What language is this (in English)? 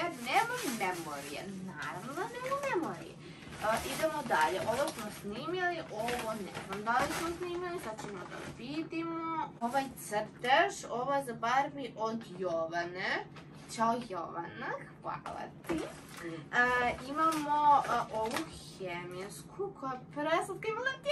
Serbian